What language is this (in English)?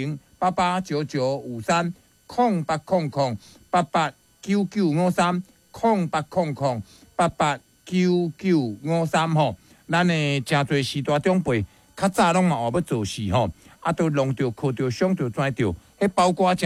Min Nan Chinese